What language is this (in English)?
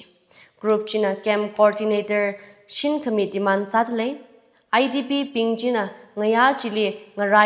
Tangkhul Naga (India)